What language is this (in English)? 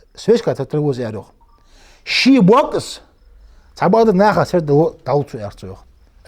Ingush